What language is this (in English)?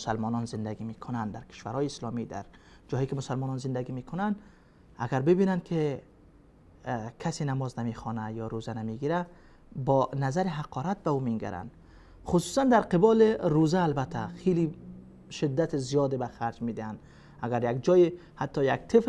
Persian